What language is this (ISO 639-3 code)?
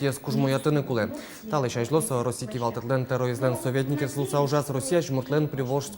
udm